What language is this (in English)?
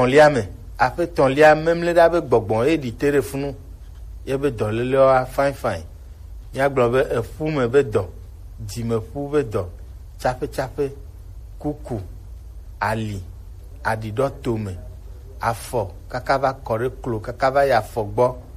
Gen